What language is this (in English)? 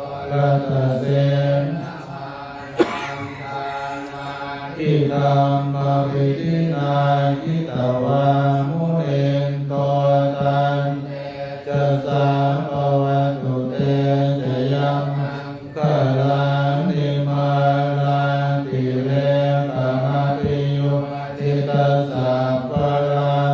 Pali